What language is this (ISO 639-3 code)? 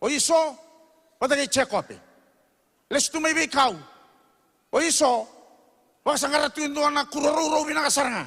fij